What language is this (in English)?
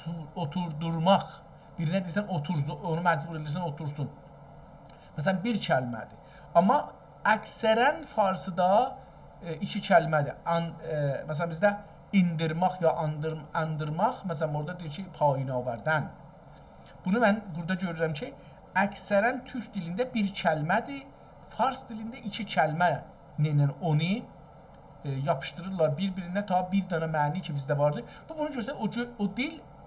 South Azerbaijani